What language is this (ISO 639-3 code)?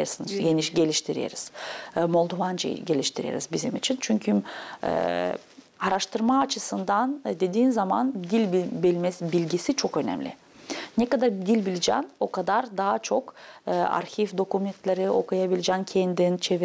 gag